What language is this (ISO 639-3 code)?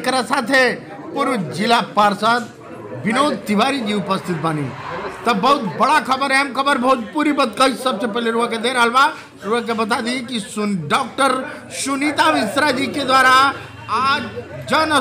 bho